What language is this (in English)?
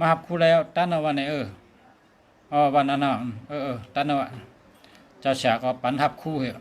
Shan